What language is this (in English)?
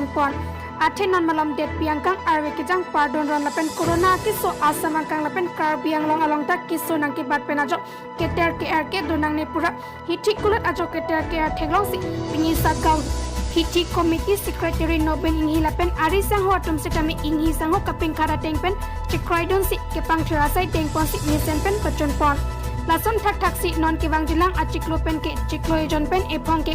Karbi